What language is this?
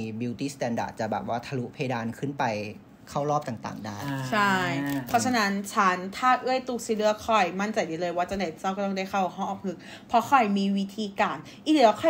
Thai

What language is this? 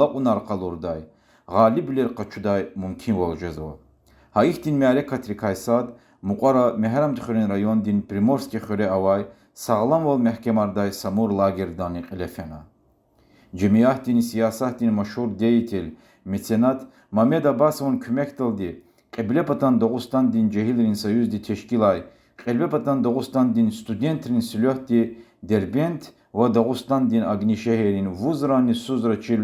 Lezghian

